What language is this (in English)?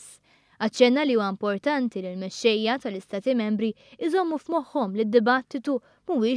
Maltese